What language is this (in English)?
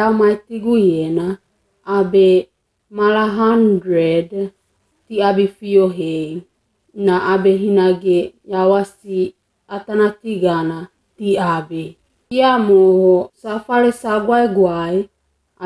Wagawaga